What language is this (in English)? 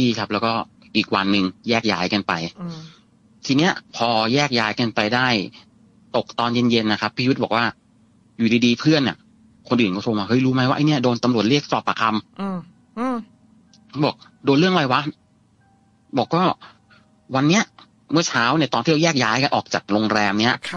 Thai